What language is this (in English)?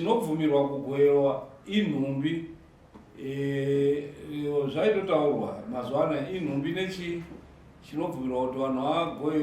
Shona